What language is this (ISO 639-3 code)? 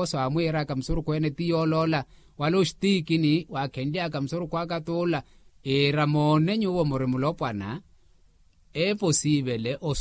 vmw